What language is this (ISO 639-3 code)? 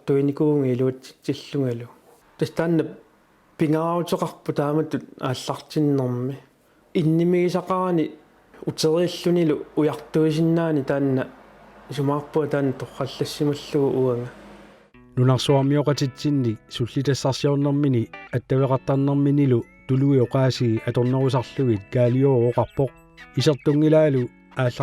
kal